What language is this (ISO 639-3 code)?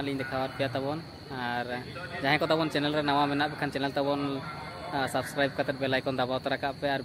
sat